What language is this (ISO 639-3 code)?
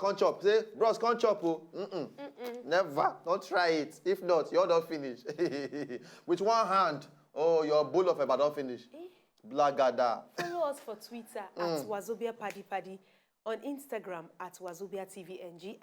pcm